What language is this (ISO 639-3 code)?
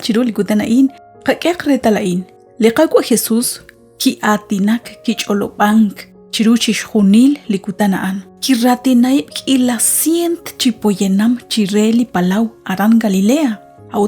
kek